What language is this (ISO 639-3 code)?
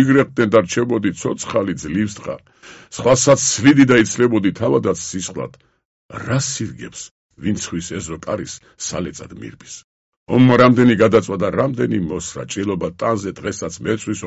kat